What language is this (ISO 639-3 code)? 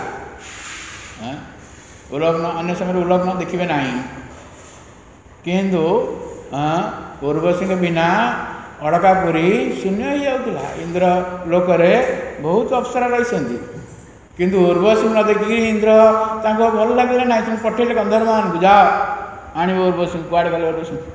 ori